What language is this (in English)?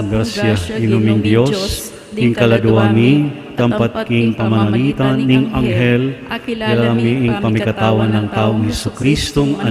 Pampanga